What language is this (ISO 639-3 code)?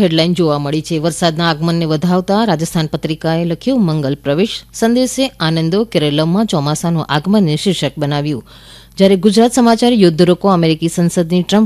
guj